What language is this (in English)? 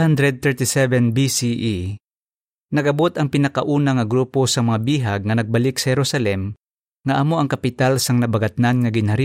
Hiligaynon